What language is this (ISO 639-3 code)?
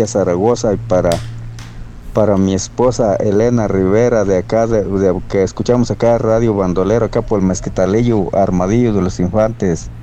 spa